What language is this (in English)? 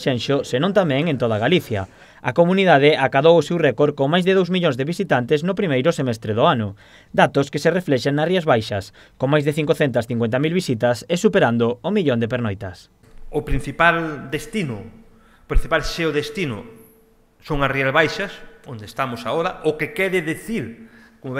Galician